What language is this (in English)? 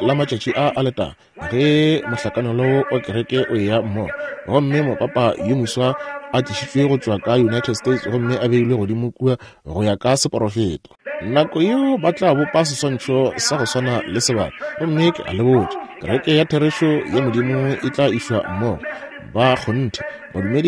Northern Sotho